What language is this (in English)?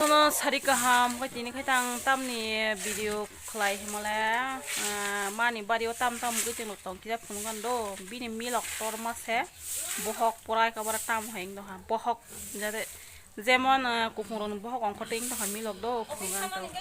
Kok Borok